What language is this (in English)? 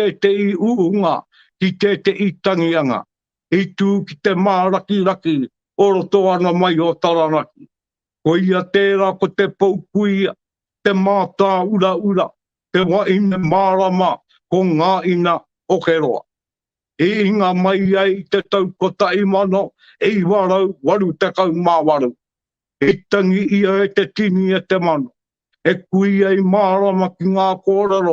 Māori